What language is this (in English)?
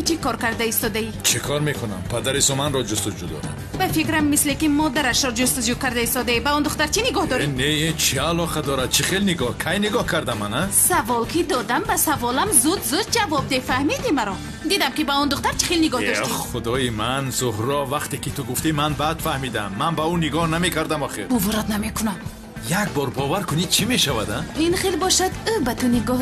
Tajik